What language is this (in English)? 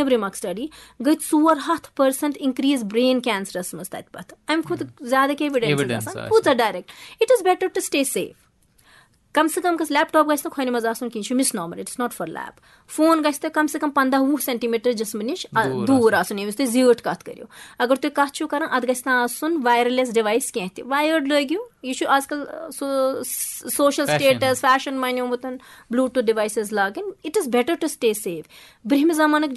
Kashmiri